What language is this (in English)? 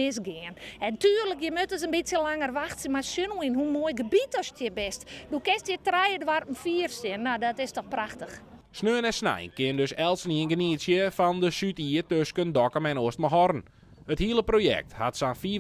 Western Frisian